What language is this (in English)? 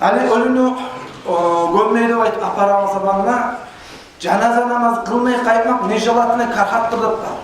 Kumyk